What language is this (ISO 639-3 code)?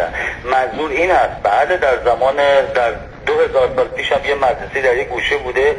fas